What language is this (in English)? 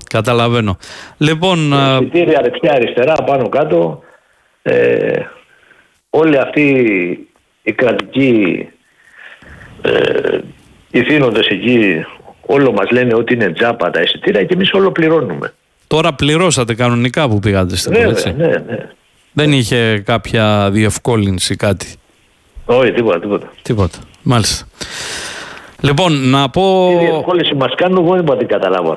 Greek